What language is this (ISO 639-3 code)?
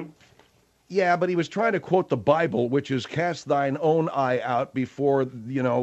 eng